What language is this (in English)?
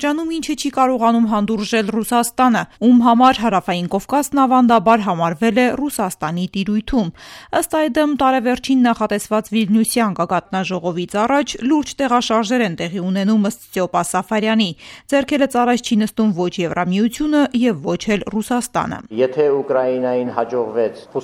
Armenian